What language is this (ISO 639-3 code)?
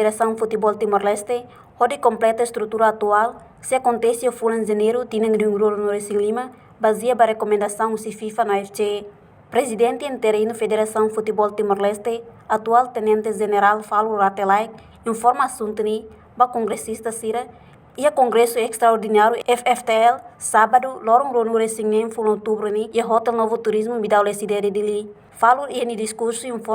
tet